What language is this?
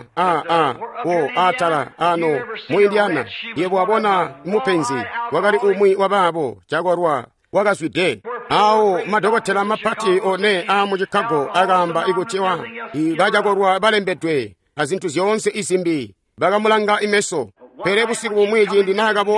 Tonga (Zambia)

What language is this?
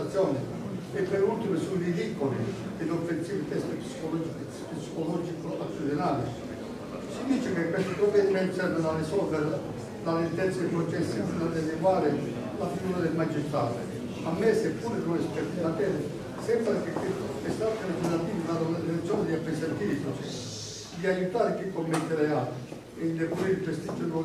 Italian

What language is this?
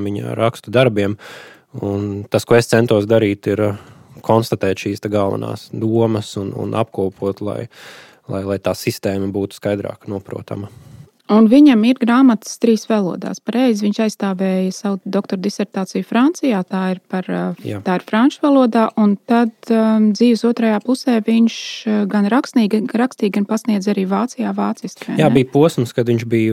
Latvian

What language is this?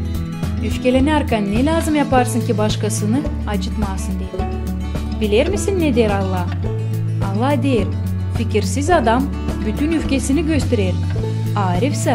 Gagauz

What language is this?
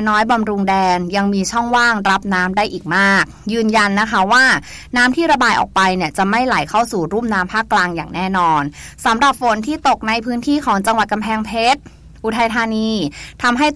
Thai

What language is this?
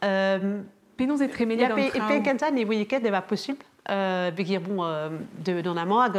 Breton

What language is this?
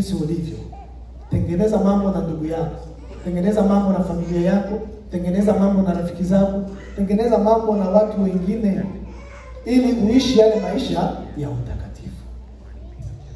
Swahili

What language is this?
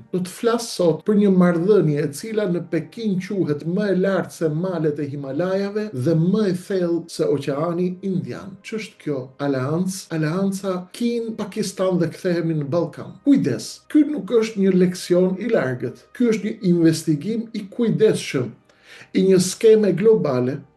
Albanian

